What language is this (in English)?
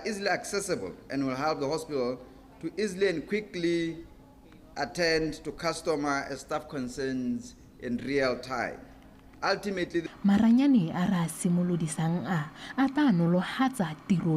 Tswana